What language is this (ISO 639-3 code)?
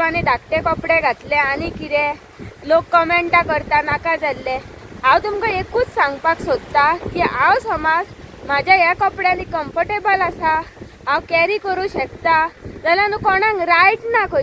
kok